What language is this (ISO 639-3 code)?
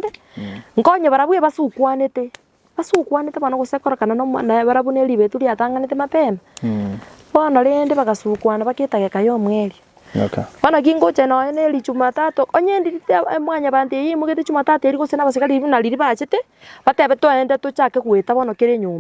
guz